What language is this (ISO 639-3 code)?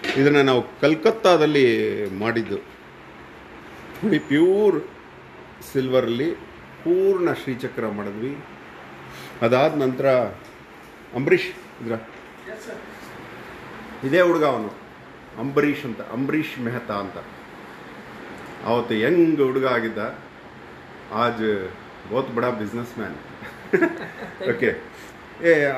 kan